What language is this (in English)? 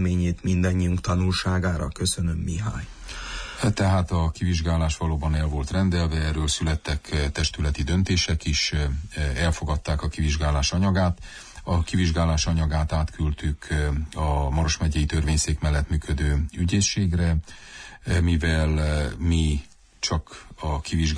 Hungarian